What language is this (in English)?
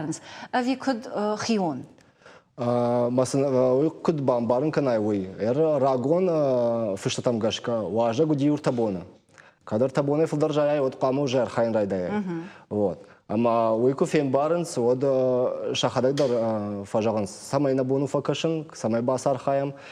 Ossetic